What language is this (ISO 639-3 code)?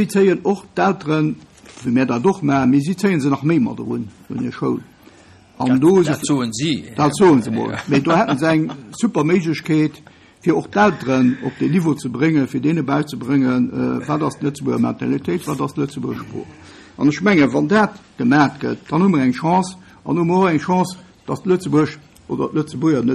ltz